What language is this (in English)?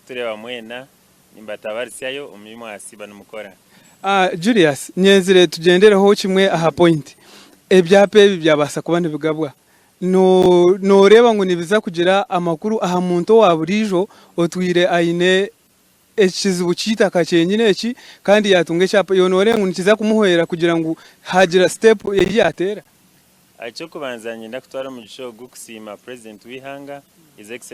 Nyankole